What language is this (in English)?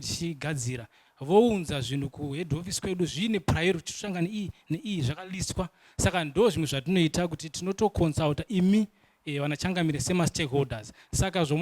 Shona